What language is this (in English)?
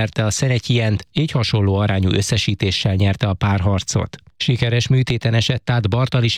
Hungarian